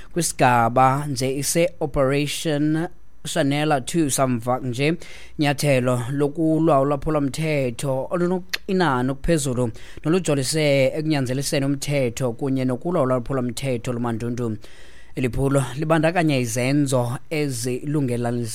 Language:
Xhosa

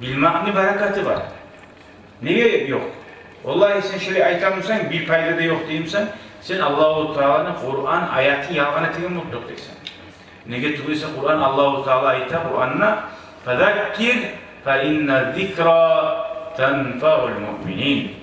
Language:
Kumyk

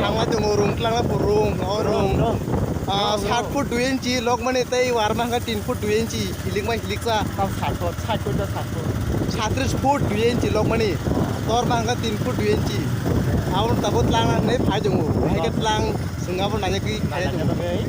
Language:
Kok Borok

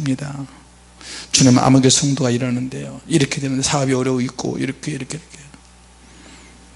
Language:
Korean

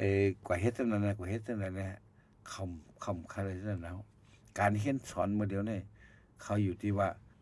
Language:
Shan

